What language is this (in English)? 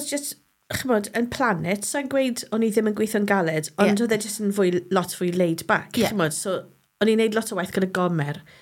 Welsh